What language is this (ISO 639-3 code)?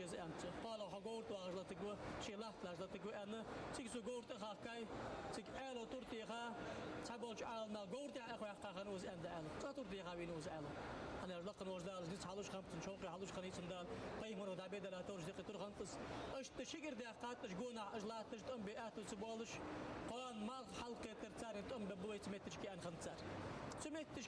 inh